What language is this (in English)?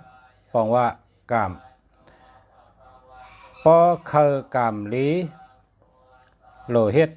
Shan